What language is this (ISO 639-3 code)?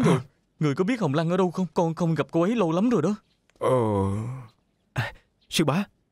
vie